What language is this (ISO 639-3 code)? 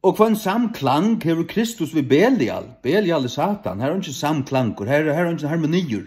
fao